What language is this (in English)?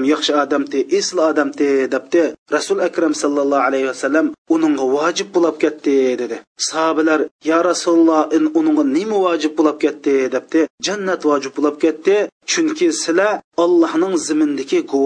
Uyghur